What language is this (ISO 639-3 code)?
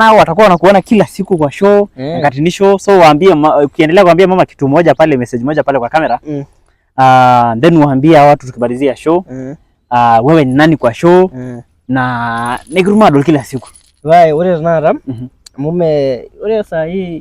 mas